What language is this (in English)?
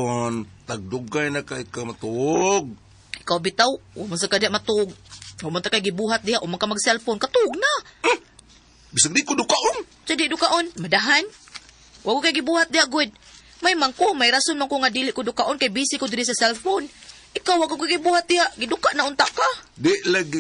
Cebuano